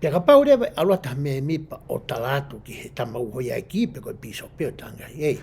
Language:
Tongan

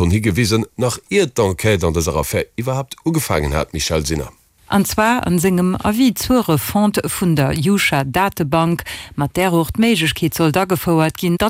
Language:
Luxembourgish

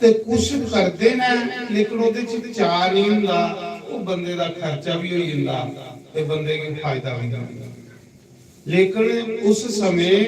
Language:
Dogri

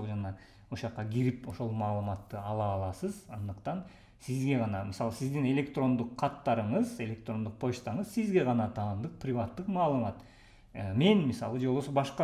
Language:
Kyrgyz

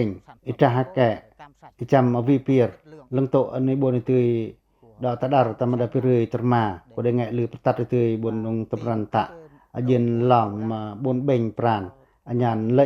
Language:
Pacoh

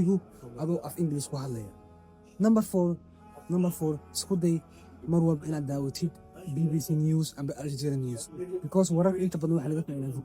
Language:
Somali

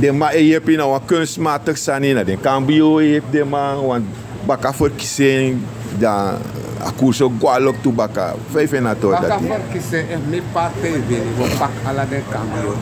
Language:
Sranan Tongo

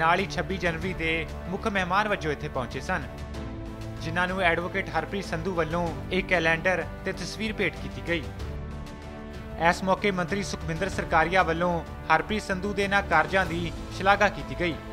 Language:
Punjabi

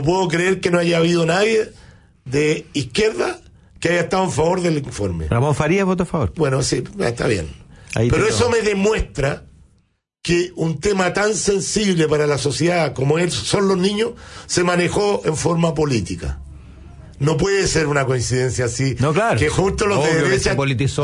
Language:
Spanish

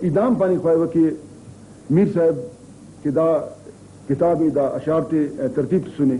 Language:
Brahui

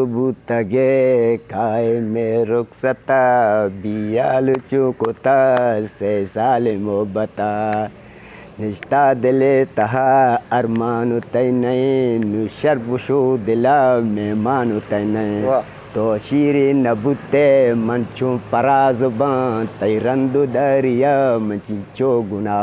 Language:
Eastern Balochi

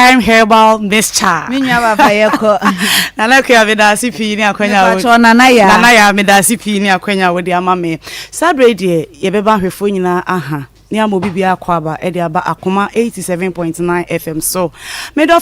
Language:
Akan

